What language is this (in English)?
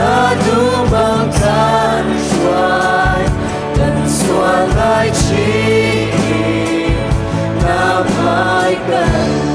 Hakha Chin